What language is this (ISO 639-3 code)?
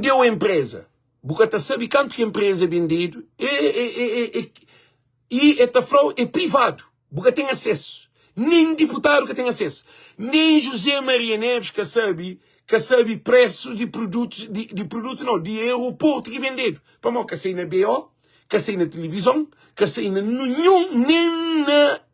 kea